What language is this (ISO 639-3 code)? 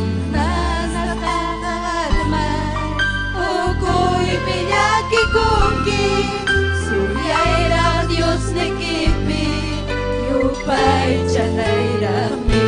quy